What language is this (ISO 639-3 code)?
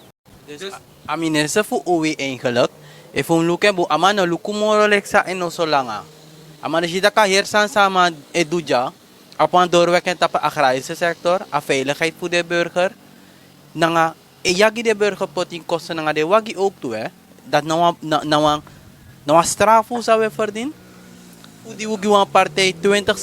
srn